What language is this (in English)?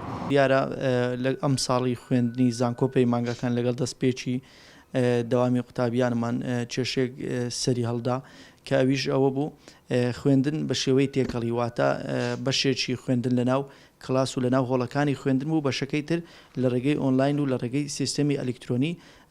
Central Kurdish